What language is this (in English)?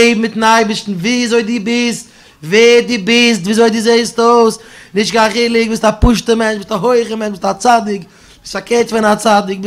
Yiddish